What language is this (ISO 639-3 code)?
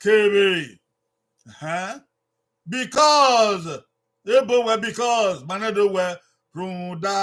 bin